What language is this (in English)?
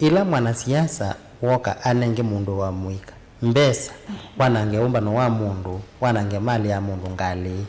Kamba